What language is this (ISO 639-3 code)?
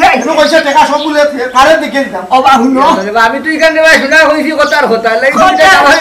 syl